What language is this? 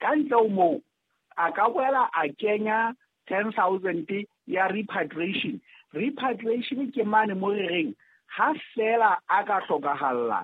Southern Sotho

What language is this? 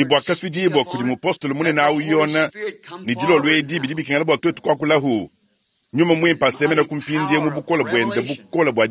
Luba-Lulua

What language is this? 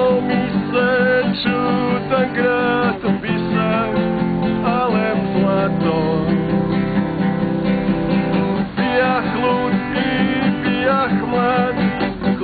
Croatian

